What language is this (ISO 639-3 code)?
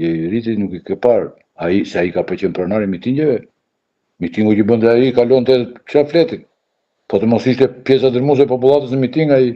sqi